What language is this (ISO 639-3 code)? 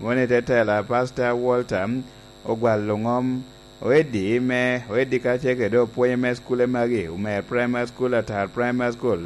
laj